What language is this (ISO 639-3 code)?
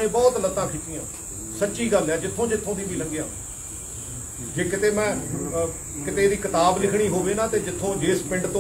pan